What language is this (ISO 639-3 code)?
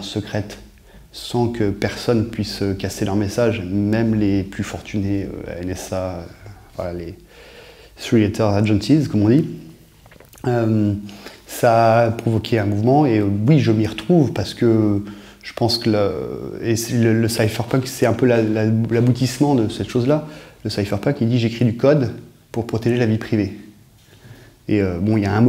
fra